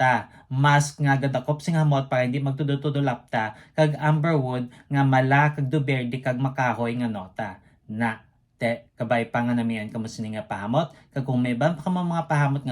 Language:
Hiligaynon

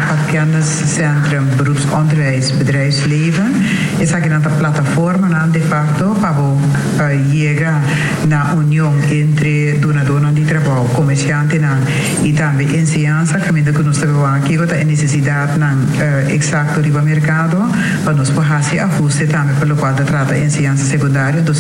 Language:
Papiamento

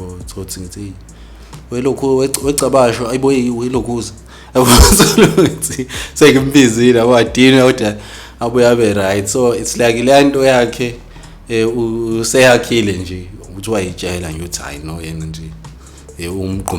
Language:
Zulu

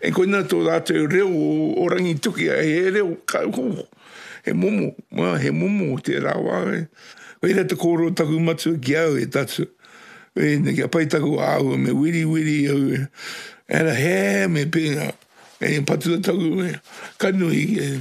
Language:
Māori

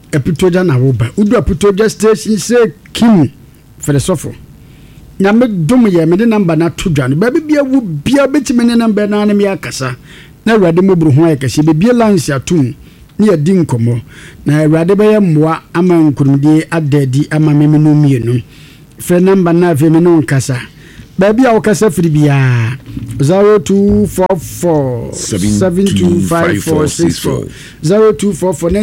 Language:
Akan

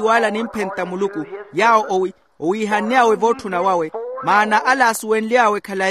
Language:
Makhuwa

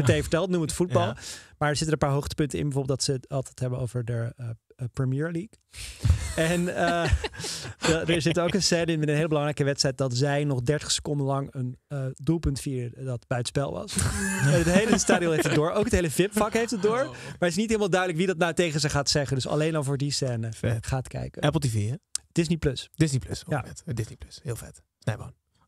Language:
Dutch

